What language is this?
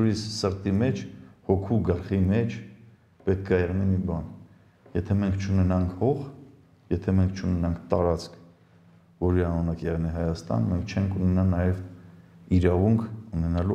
Armenian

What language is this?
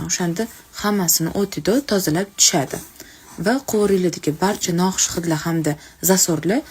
Uzbek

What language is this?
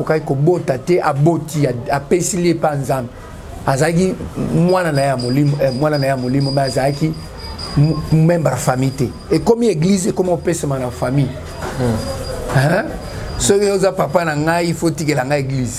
Lingala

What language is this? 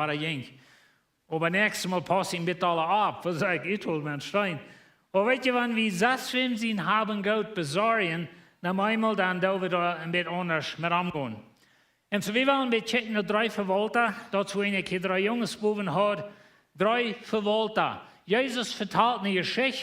Plautdietsch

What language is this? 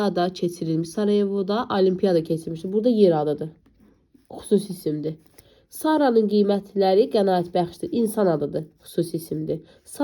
Azerbaijani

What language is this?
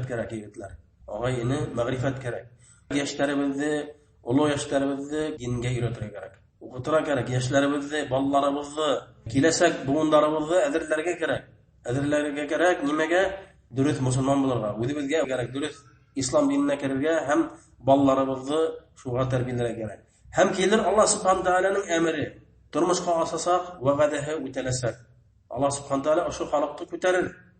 Bashkir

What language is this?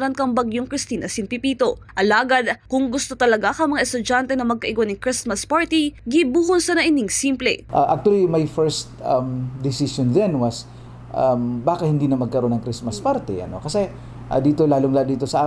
Bikol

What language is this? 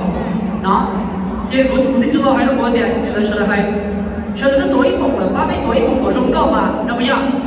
Hmong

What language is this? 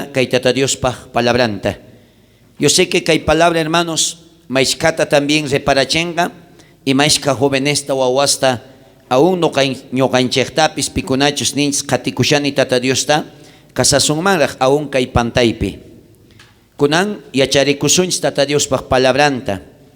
South Bolivian Quechua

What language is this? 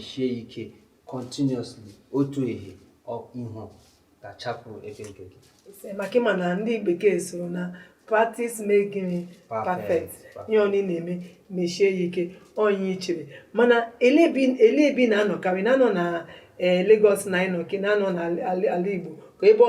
Igbo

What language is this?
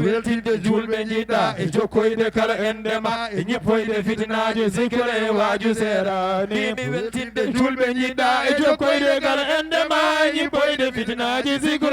Fula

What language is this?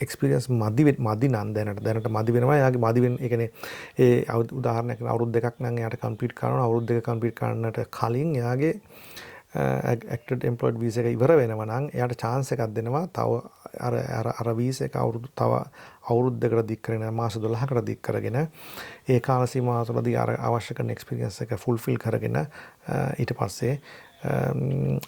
Sinhala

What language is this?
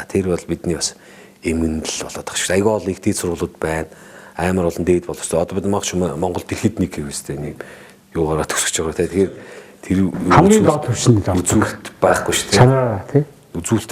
Mongolian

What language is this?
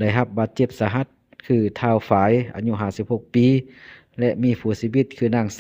Lao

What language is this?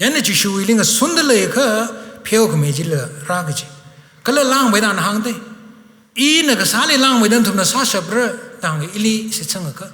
Tangkhul Naga (India)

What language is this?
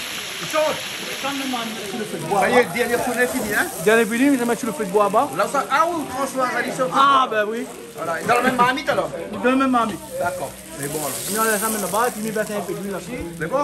Réunion Creole French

